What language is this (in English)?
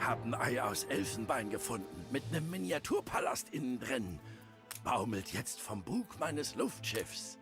Bavarian